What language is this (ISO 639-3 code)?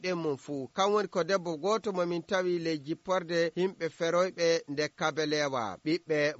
ful